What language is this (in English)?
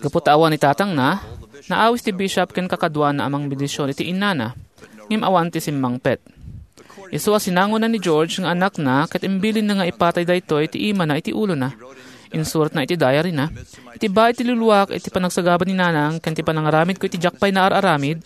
Iloko